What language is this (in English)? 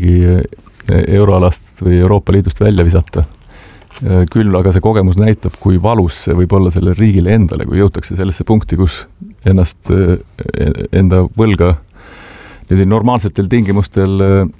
Estonian